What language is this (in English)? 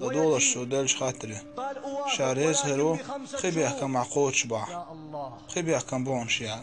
Chechen